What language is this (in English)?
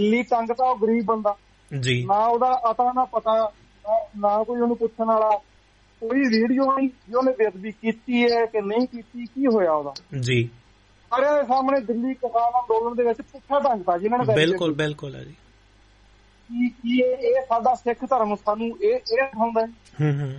Punjabi